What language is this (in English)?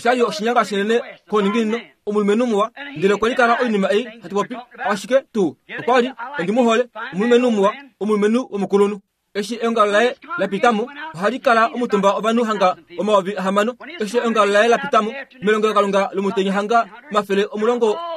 Kuanyama